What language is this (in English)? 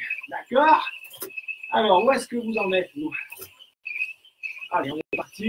French